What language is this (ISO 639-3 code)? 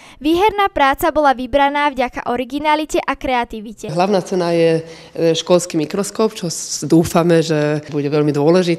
slk